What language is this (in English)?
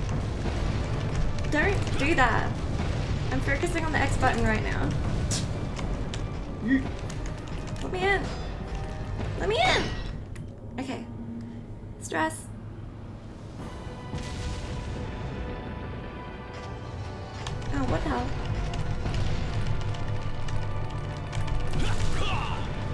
English